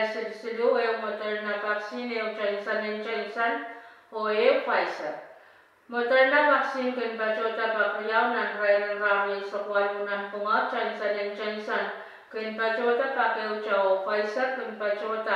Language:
Pohnpeian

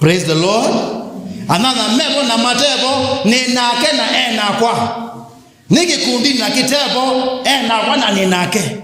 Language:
Kamba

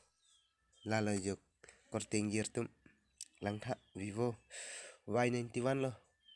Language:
Karbi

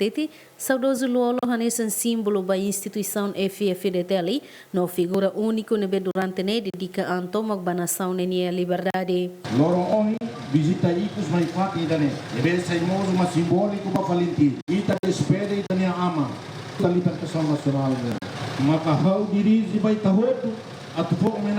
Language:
Tetum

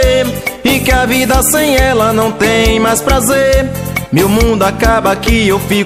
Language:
Portuguese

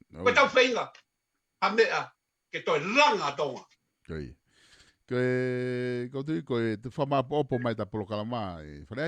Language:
Tongan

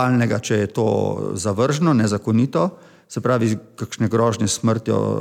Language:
Slovenian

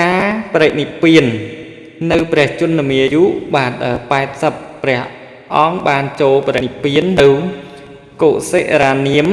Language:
Khmer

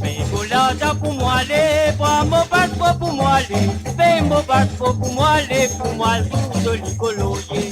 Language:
Morisyen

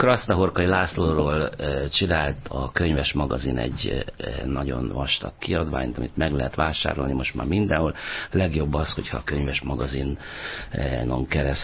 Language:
Hungarian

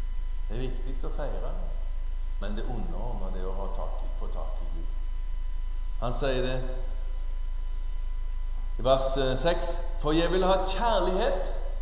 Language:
Norwegian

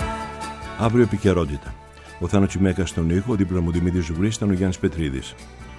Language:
Greek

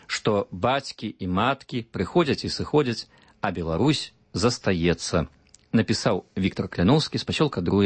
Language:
Belarusian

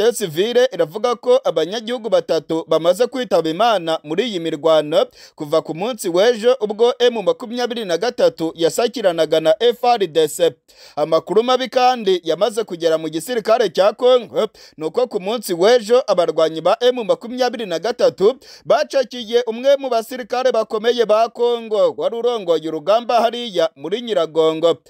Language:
Kinyarwanda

